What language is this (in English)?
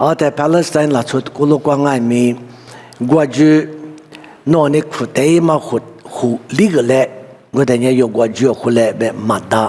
Lisu